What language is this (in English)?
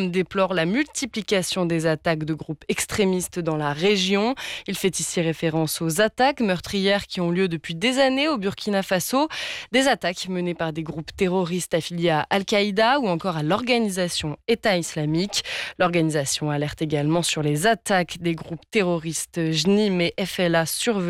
French